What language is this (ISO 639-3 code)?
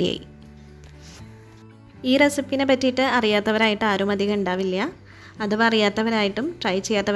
mal